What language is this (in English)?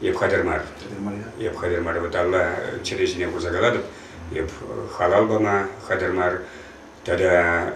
Chuvash